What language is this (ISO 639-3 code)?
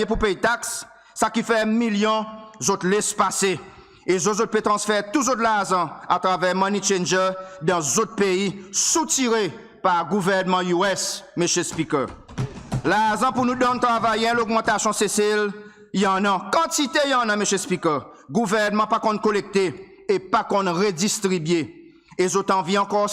crs